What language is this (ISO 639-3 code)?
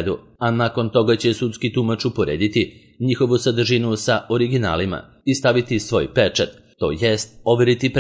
srp